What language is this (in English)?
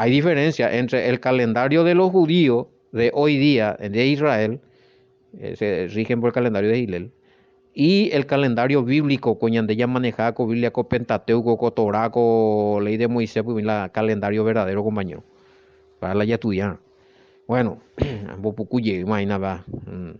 Guarani